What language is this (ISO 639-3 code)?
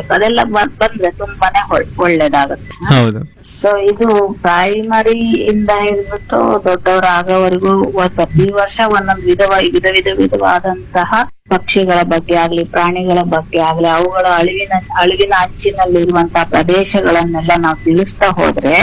kan